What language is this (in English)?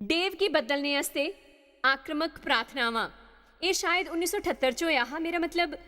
Dogri